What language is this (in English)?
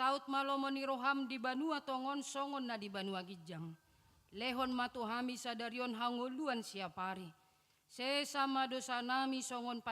Batak Toba